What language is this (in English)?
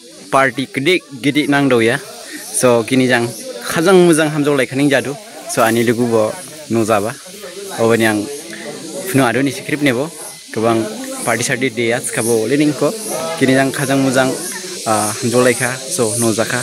Dimasa